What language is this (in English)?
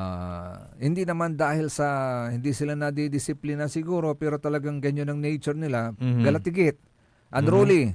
Pangasinan